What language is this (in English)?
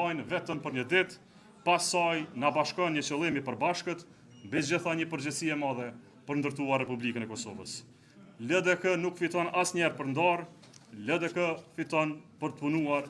Albanian